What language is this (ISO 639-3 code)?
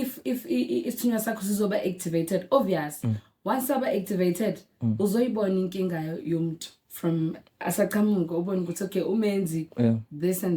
zul